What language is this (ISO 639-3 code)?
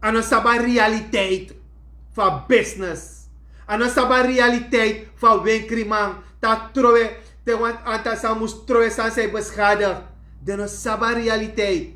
srn